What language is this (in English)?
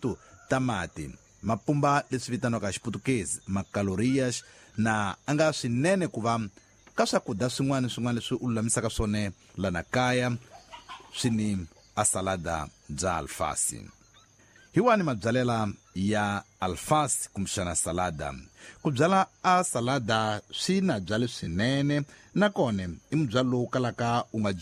Tsonga